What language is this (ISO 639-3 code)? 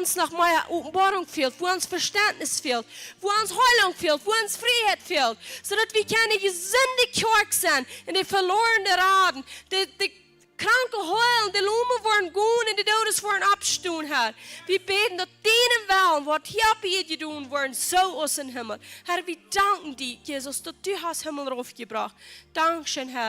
pdt